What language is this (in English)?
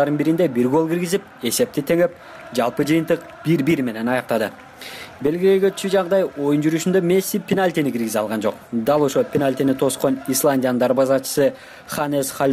Kyrgyz